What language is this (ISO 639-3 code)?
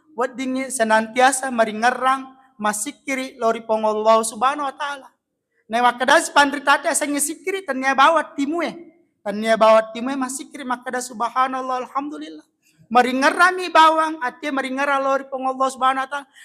bug